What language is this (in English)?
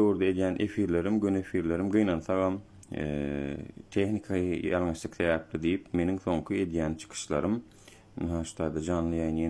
Turkmen